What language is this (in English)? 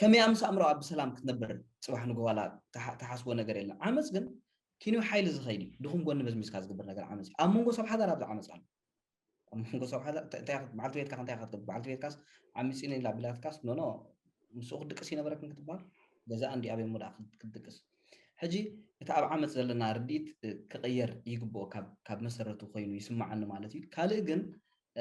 Tigrinya